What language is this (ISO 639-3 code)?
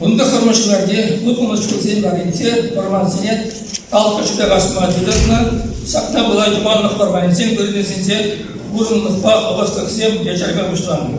chv